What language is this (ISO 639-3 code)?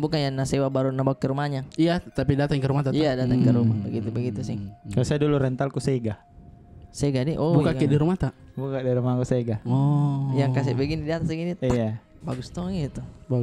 mfp